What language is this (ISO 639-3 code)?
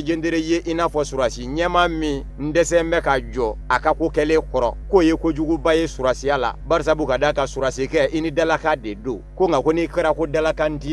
bam